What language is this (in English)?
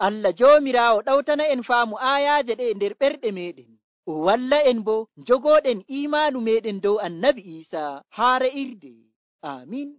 Nigerian Fulfulde